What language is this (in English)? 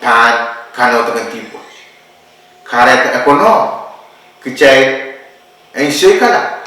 Pohnpeian